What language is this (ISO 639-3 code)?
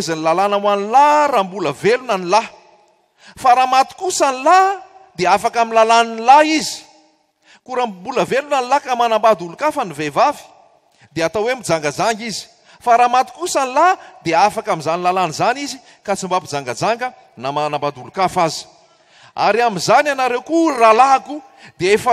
mlg